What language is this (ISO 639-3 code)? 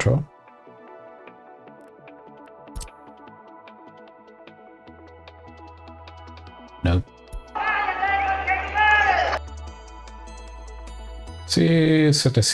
spa